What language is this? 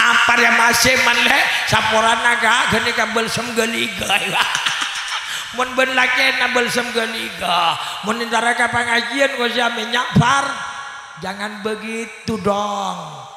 Madurese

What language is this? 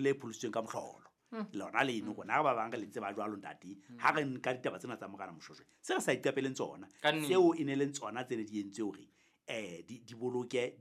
Southern Sotho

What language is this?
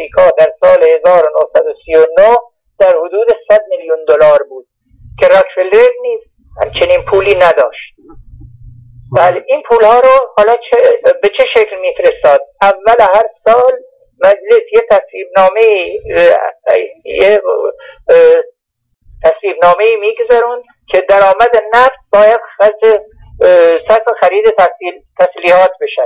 Persian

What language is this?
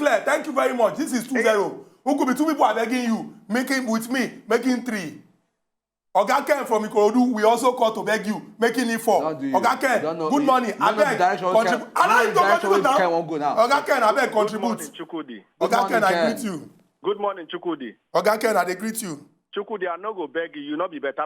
Nigerian Pidgin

